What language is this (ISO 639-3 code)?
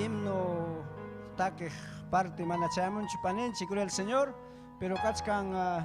quy